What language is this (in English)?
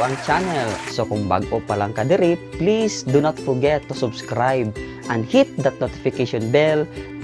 Cebuano